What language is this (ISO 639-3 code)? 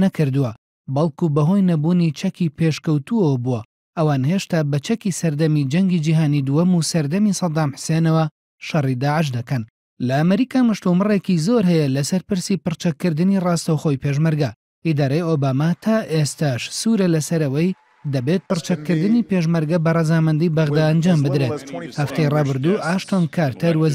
ckb